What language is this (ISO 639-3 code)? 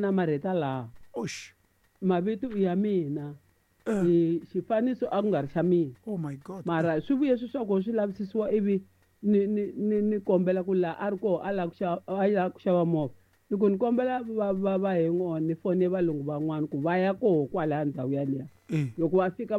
tso